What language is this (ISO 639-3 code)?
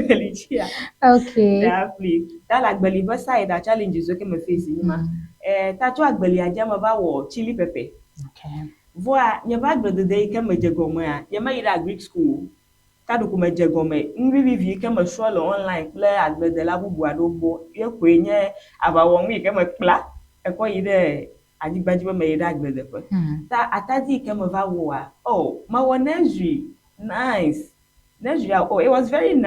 ewe